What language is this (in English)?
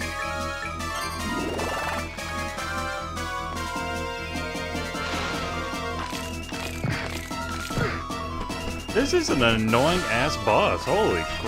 English